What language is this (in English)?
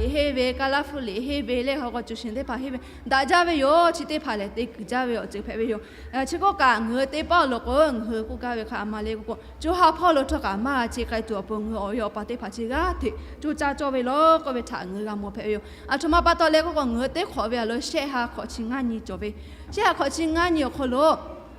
Lahu